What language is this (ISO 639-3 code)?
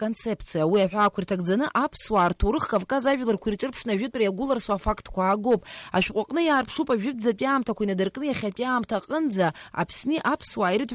abk